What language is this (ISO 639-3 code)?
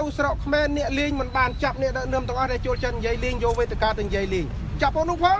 khm